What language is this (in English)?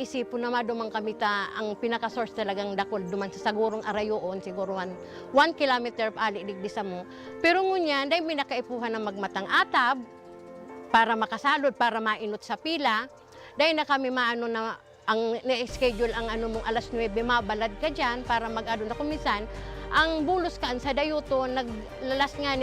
Bikol